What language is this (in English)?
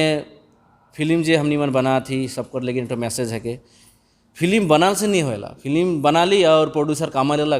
Sadri